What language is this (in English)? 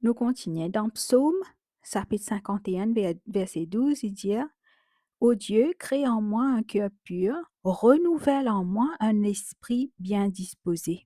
Morisyen